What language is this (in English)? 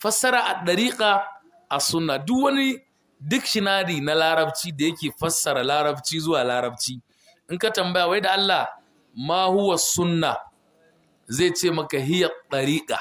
Hausa